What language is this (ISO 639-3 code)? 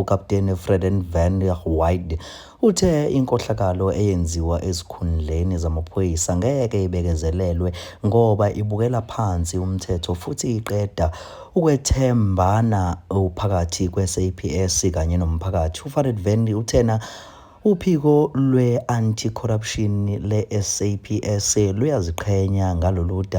zul